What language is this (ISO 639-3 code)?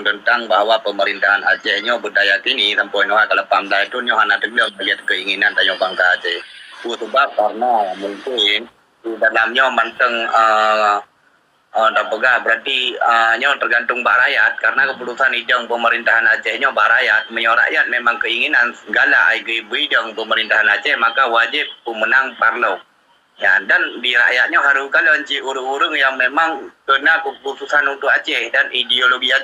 ace